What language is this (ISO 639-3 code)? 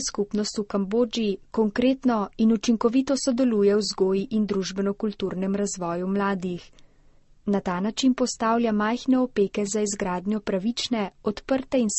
slv